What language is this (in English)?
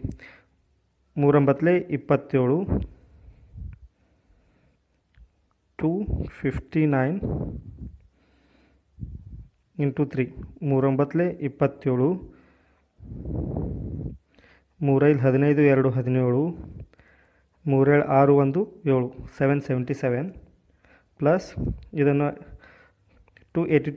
Kannada